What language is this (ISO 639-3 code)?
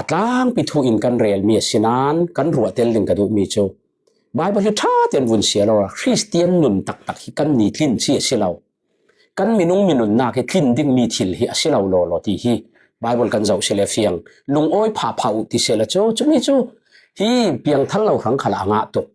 cfm